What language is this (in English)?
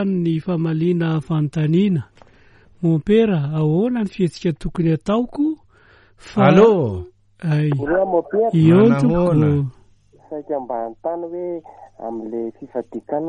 Malagasy